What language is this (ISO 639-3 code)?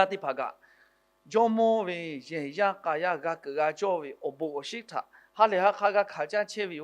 lhu